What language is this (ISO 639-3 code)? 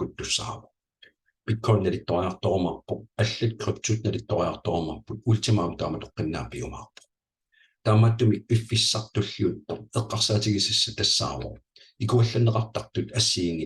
kal